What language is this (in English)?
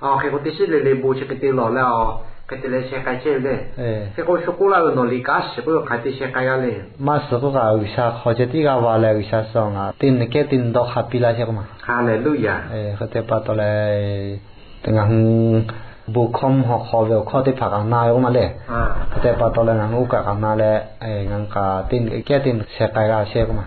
Lahu